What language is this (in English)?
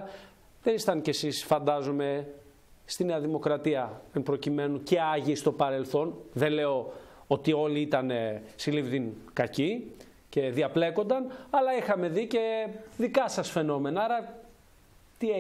Greek